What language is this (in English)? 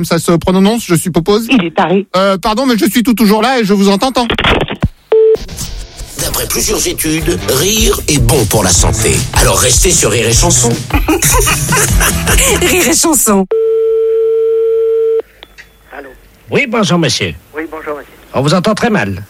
French